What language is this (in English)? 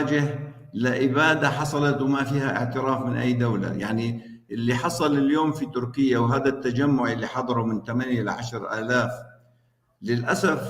North Levantine Arabic